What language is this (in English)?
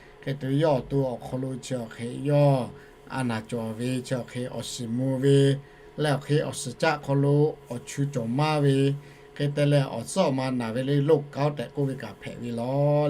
Lahu